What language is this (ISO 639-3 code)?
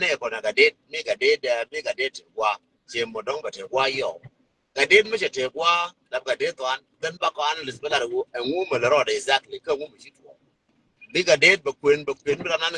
nus